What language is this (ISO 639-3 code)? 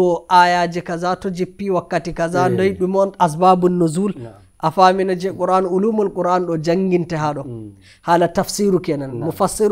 fuv